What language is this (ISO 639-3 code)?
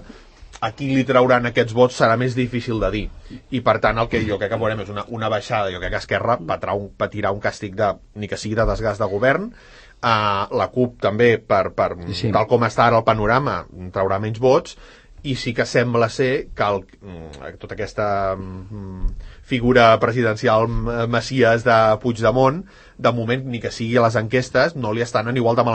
cat